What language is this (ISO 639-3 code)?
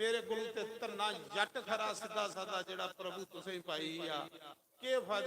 doi